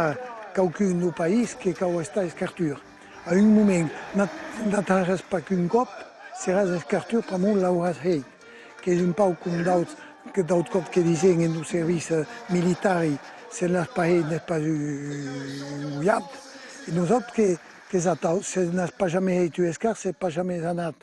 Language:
Occitan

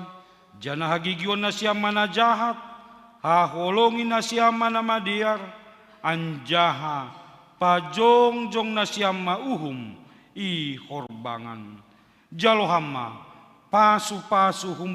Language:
Batak Simalungun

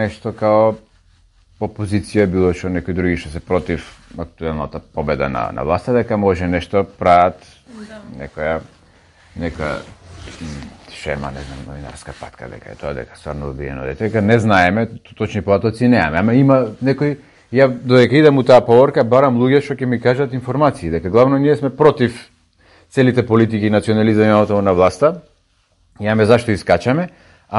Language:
Macedonian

